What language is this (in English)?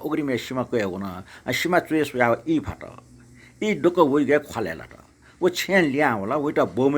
Newari